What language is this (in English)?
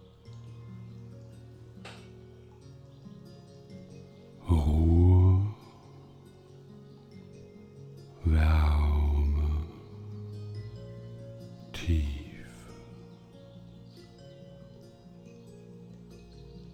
German